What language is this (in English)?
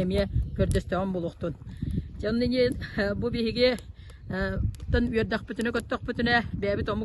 Yakut